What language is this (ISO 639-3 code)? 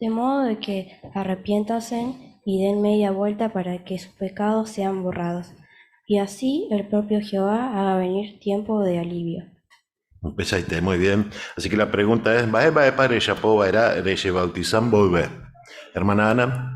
grn